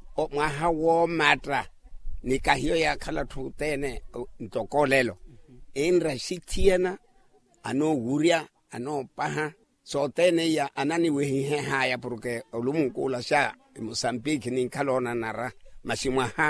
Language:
Makhuwa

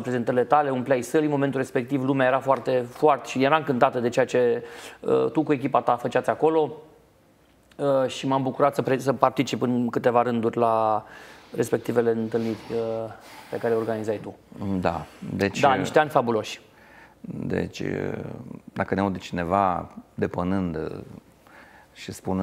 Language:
Romanian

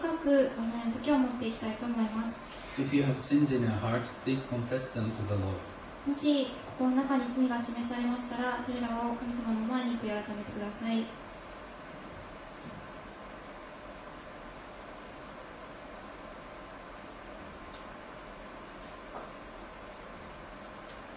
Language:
Japanese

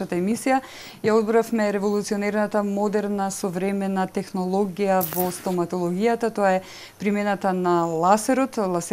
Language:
Macedonian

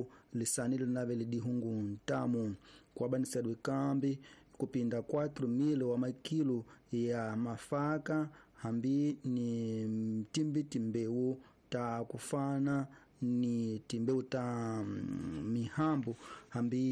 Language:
Tsonga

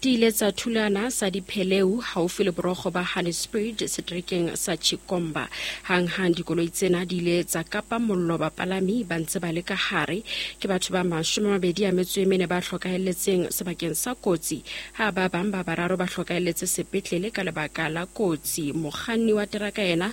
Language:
Southern Sotho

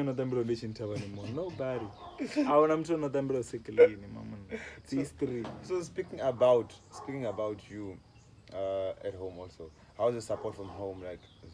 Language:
Venda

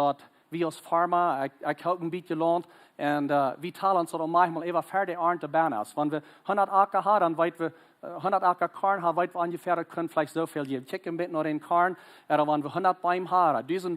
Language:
Plautdietsch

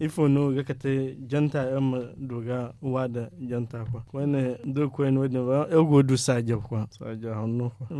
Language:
Zarma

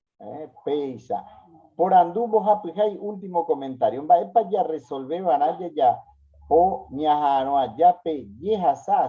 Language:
Guarani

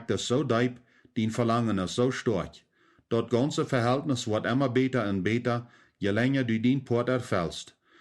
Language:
Plautdietsch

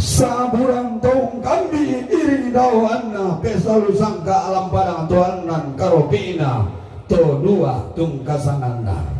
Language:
Toraja-Sa'dan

